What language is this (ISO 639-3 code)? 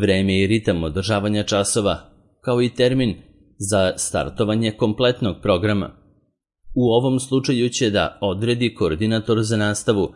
srp